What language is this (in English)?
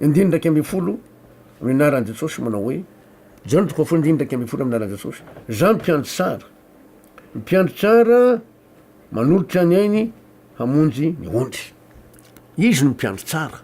Malagasy